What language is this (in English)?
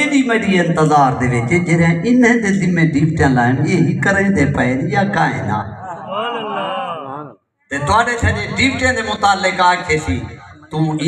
Saraiki